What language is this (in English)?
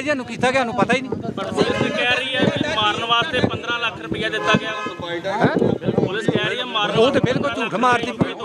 Punjabi